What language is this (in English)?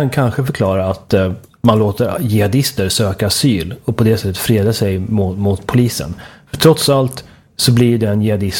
Swedish